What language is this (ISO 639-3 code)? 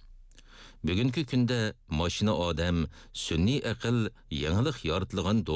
uig